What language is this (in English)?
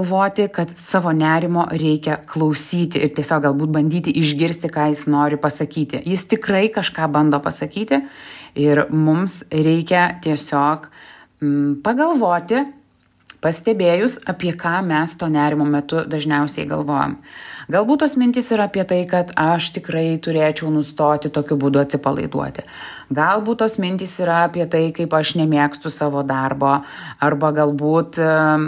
Lithuanian